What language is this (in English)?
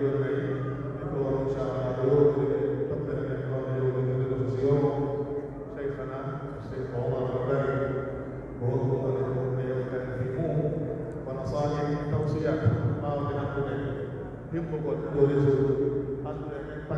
Pular